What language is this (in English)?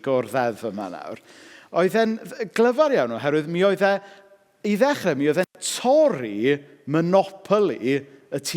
Welsh